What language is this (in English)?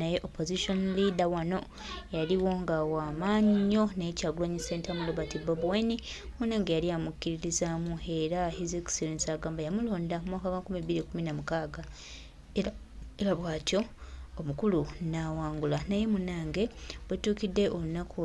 Ganda